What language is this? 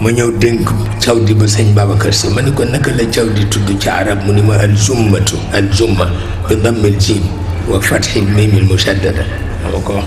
Wolof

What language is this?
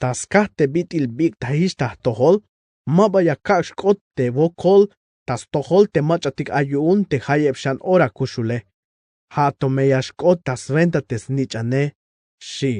Tzeltal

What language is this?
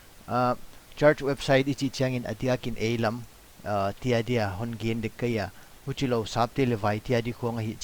Paite Chin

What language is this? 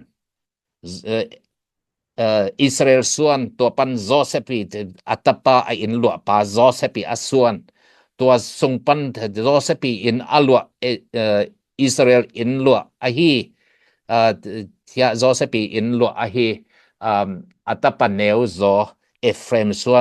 Tedim Chin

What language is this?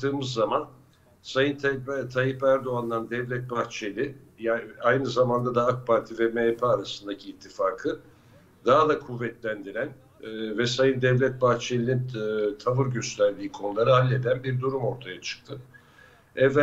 Turkish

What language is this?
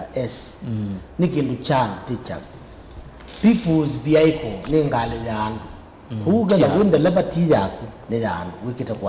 Kamba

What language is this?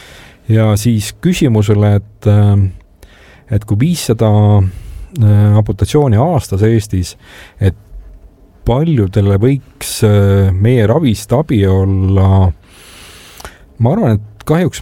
Estonian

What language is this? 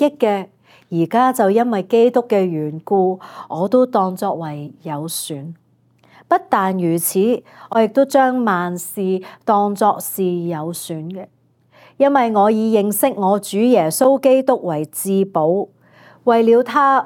Cantonese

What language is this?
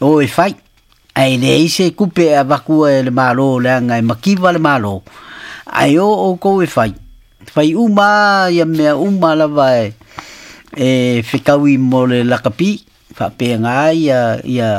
Samoan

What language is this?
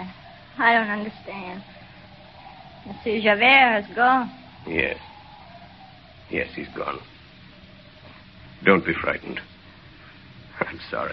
English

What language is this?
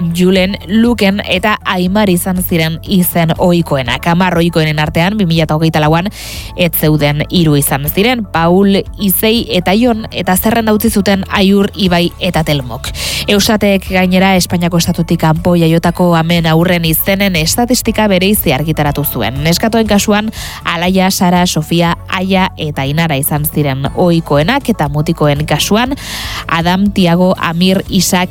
Basque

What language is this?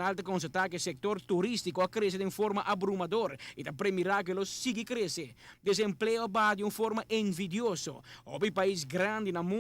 Papiamento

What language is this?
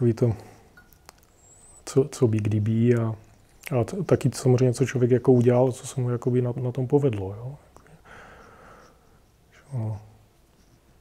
Czech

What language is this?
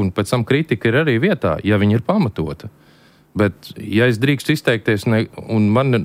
Latvian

